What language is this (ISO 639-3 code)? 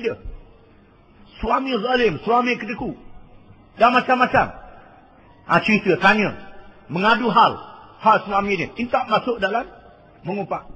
msa